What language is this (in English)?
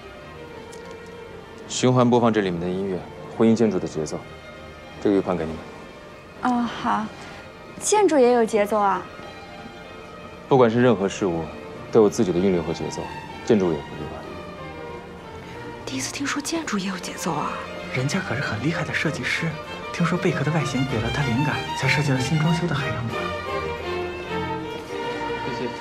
Chinese